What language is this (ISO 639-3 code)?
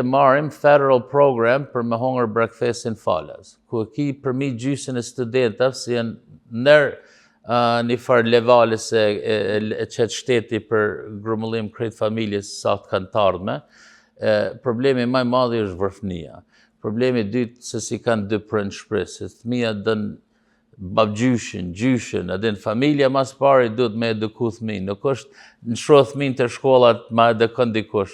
sqi